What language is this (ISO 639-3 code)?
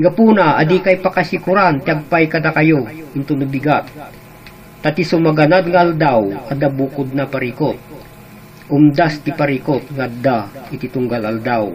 ilo